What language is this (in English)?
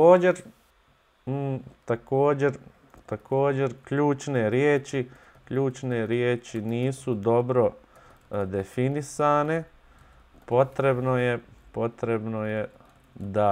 Bosnian